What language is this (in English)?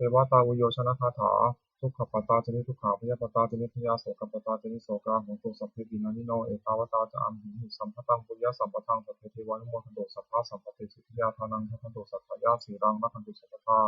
Pali